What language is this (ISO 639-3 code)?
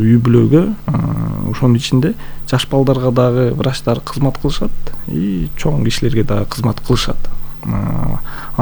kir